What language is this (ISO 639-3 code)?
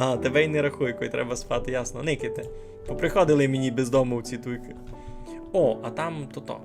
rue